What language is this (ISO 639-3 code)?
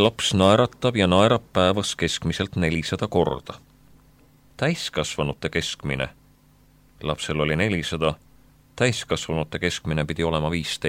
est